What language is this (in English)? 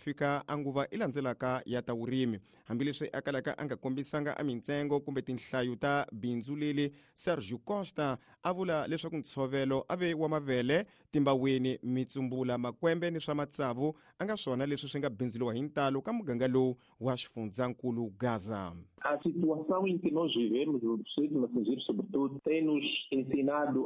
Tsonga